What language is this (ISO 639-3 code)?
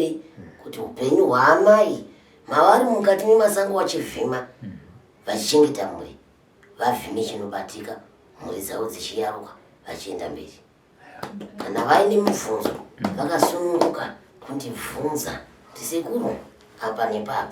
sna